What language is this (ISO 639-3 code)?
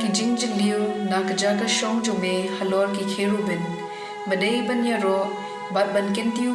kha